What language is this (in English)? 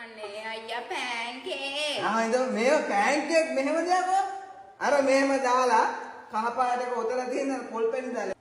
Sinhala